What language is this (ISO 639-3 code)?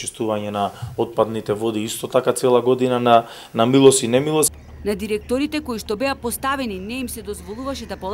mkd